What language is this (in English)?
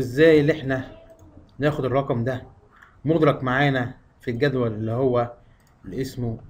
Egyptian Arabic